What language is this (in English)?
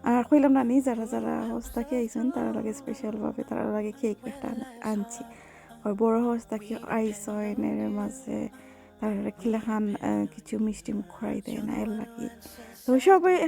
Sylheti